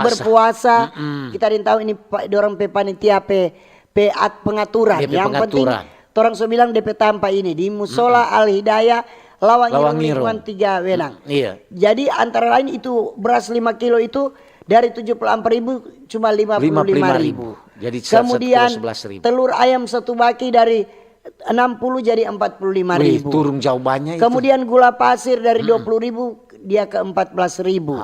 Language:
Manado Malay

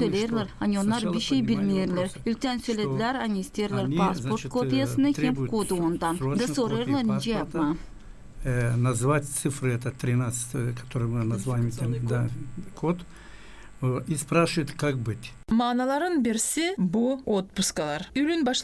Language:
Gagauz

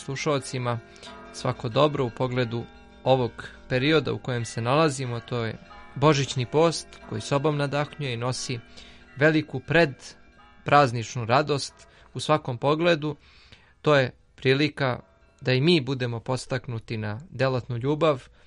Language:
Serbian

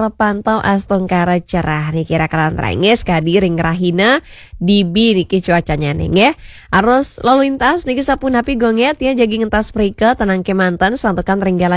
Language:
Balinese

